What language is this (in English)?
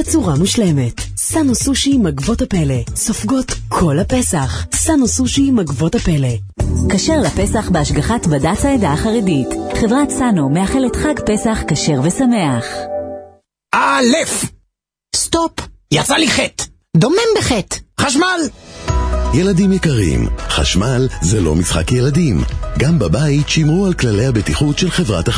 Hebrew